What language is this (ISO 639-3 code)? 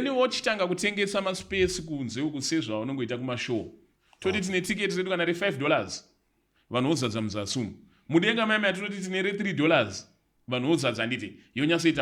sna